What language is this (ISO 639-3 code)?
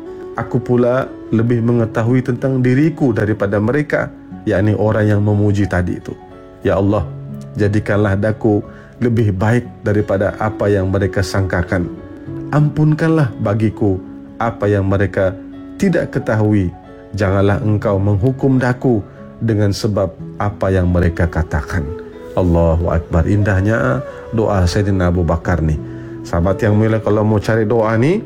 msa